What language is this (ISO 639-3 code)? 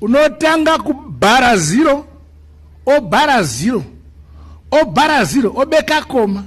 sna